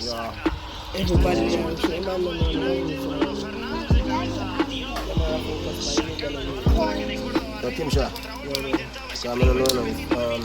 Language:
Jamaican Creole English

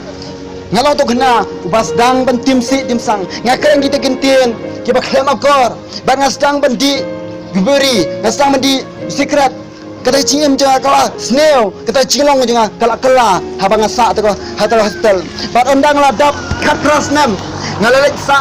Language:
Khasi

